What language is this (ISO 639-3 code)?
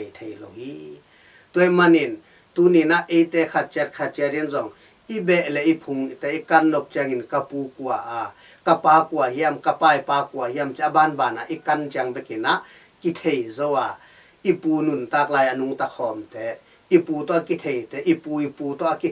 ctd